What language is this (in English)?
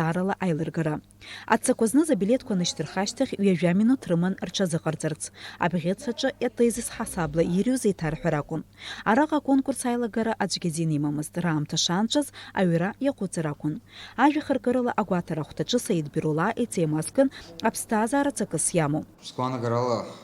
Abkhazian